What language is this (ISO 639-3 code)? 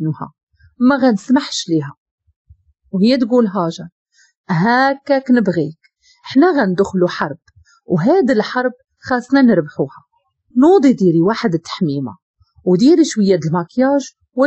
ary